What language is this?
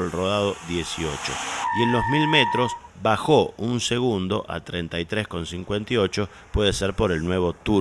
Spanish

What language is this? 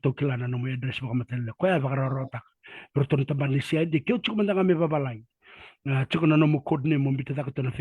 Fijian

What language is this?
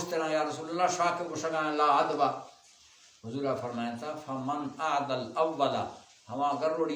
Baluchi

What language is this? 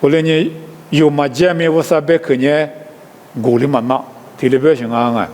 Lisu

